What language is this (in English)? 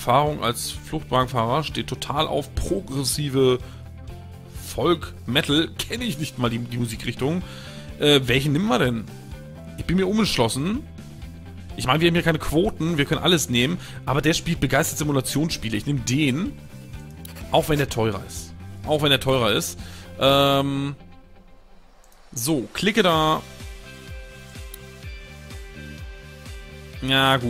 German